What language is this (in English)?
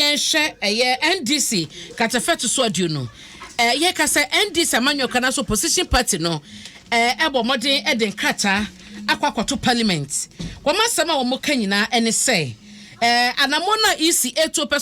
Akan